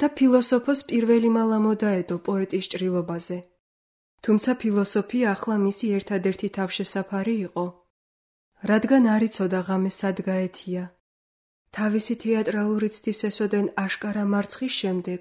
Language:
Georgian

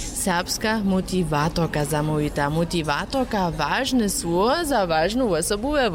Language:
Upper Sorbian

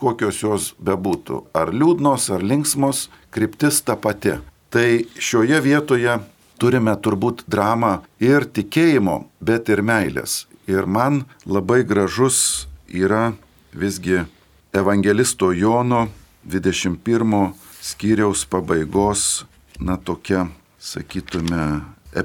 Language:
Lithuanian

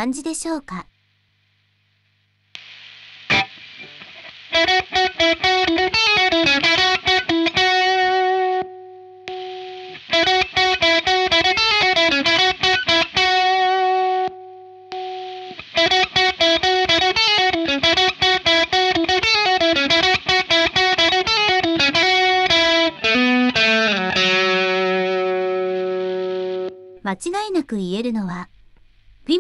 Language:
Japanese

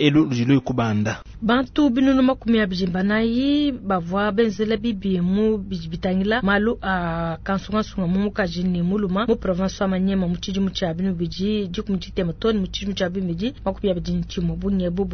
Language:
Luba-Lulua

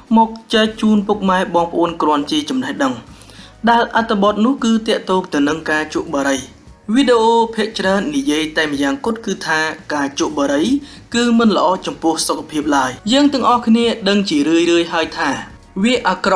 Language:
Khmer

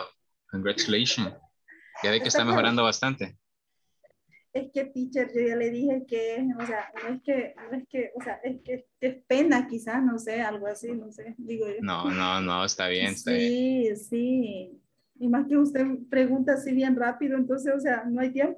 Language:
Spanish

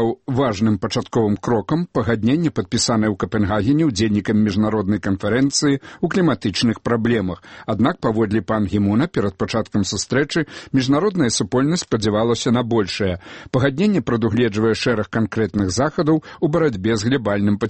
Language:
Belarusian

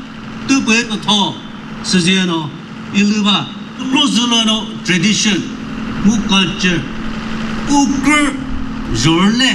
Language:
Chokri Naga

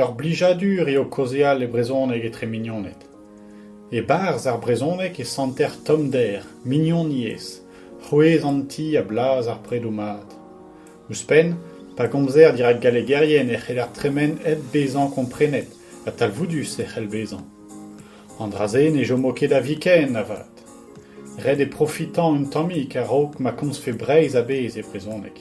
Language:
Breton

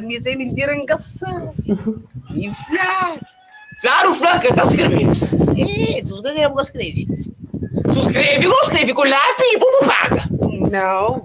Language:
Kabuverdianu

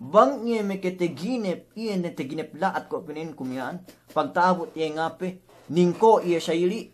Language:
Yakan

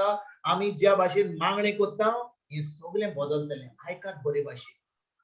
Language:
Konkani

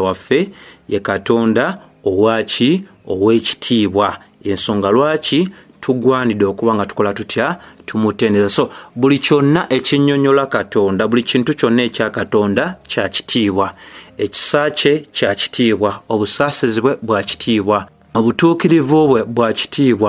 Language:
Ganda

